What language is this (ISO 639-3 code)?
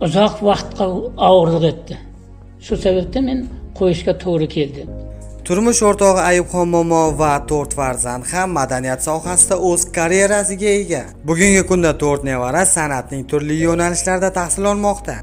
kaa